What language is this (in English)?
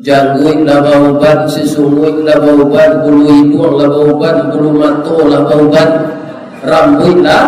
Minangkabau